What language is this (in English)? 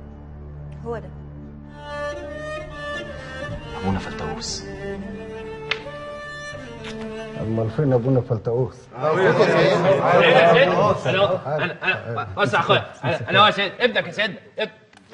Egyptian Arabic